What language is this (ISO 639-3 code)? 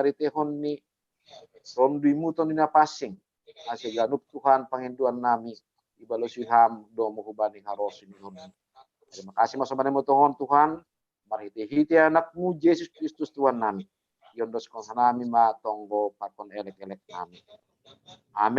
bts